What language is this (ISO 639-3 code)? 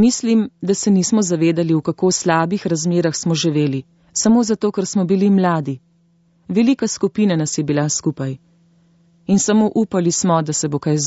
slv